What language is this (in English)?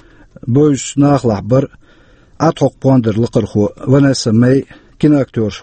Chechen